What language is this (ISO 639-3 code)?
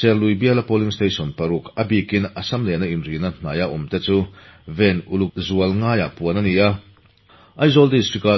lus